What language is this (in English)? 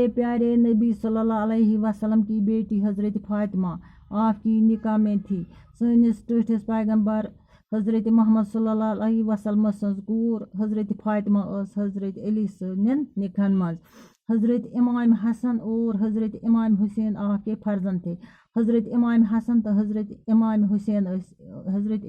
Kashmiri